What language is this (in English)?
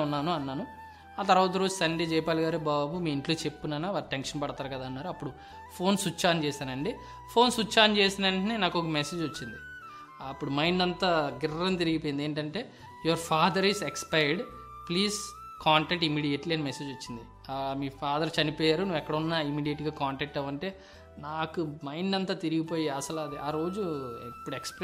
Telugu